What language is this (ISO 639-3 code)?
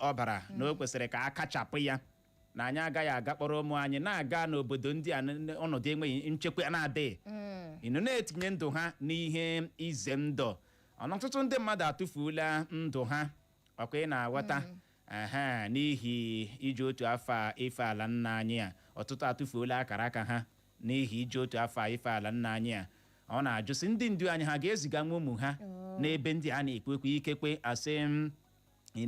ibo